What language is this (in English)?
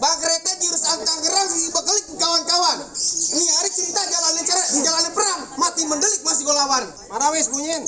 Betawi